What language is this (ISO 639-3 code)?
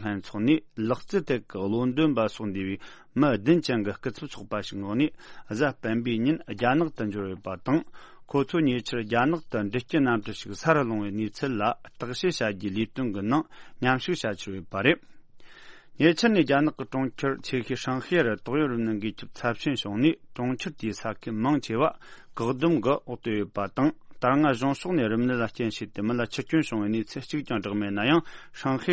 bod